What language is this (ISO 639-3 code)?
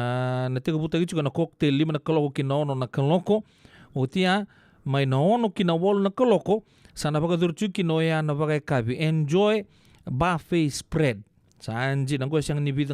fij